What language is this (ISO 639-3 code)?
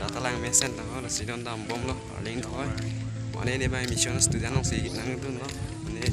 mjw